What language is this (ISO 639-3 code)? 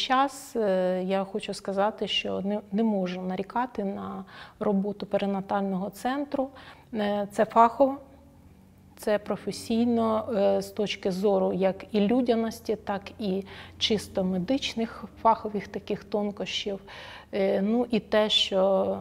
ukr